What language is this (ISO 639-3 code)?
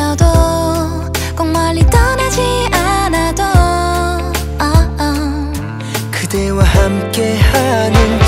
kor